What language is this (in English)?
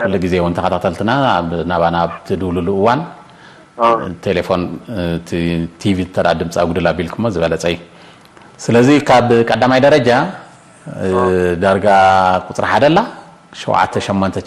Tigrinya